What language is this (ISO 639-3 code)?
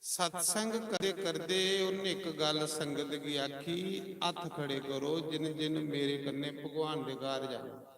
doi